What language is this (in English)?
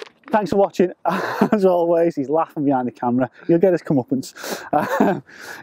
English